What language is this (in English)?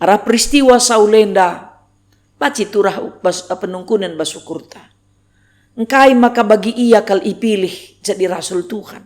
Batak Karo